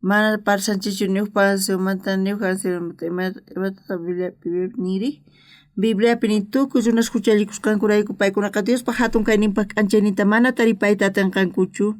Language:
South Bolivian Quechua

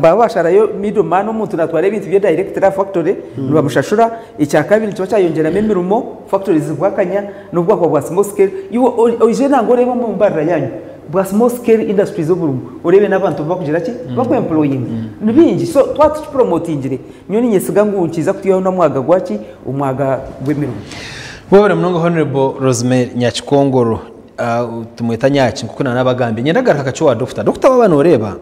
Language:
Nyankole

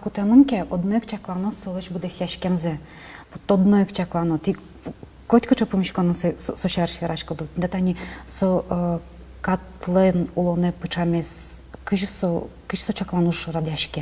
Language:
Udmurt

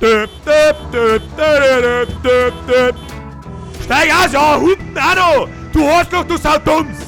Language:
Bavarian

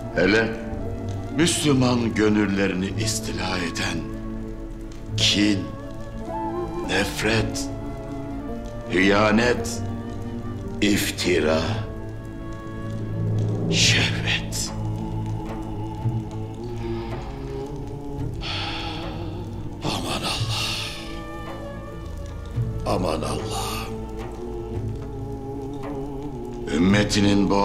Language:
Turkish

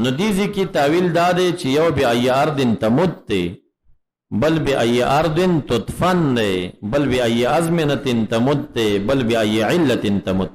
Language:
Pashto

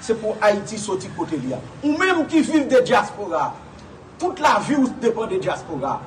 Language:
Haitian Creole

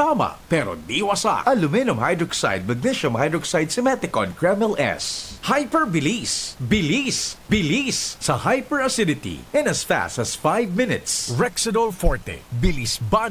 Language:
Bikol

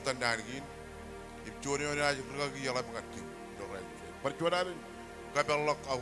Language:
Marshallese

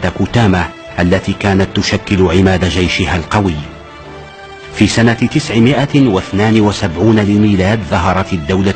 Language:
Arabic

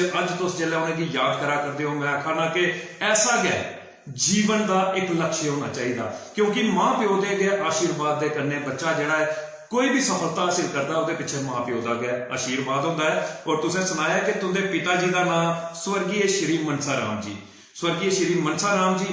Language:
Dogri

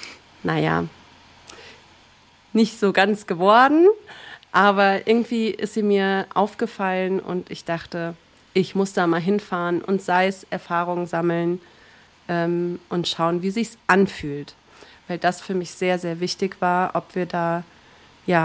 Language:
German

